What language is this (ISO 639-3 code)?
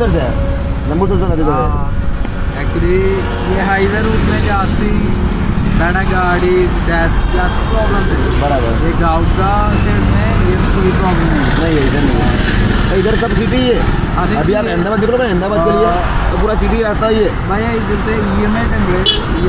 hin